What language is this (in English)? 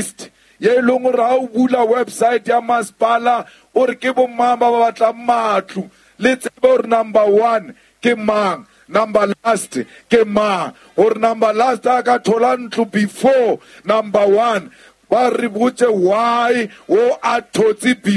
Southern Sotho